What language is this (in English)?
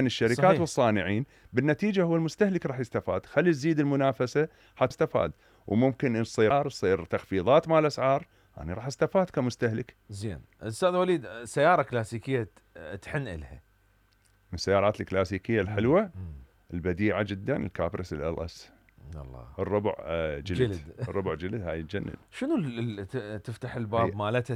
Mesopotamian Arabic